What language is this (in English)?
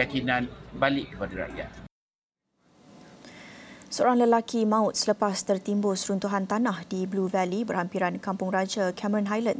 Malay